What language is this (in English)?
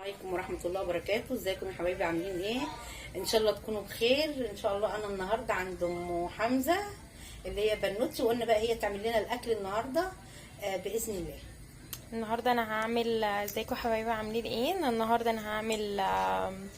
Egyptian Arabic